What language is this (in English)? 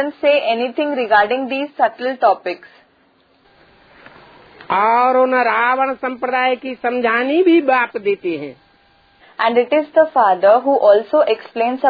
Hindi